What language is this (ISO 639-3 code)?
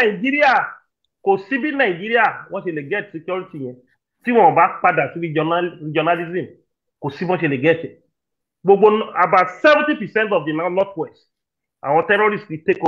yor